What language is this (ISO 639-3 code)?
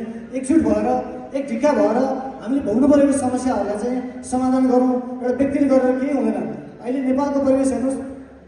nep